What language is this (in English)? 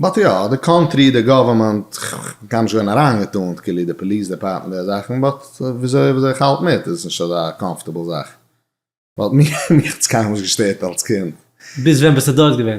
Yiddish